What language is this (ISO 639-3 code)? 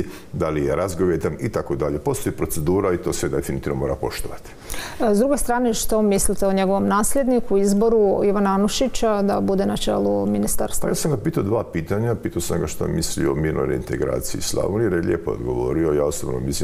hrv